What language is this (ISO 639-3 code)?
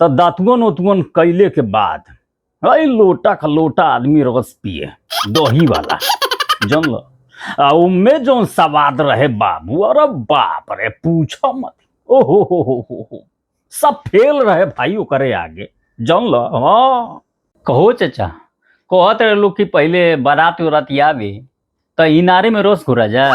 bho